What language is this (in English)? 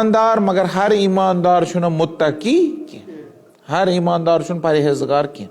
Kashmiri